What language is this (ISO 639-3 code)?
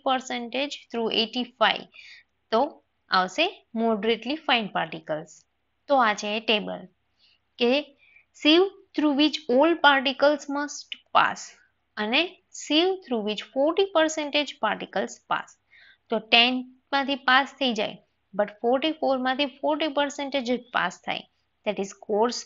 guj